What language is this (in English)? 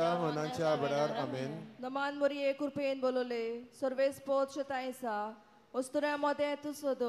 Konkani